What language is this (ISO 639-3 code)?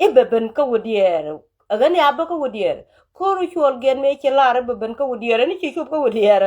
nus